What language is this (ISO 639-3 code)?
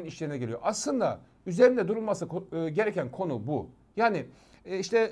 tur